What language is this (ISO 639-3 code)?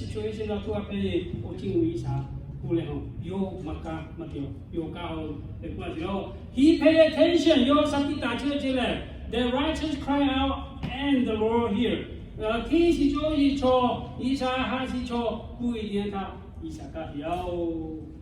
lhu